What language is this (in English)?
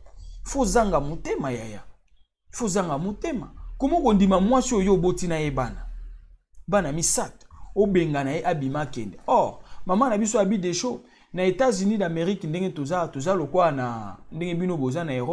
Lingala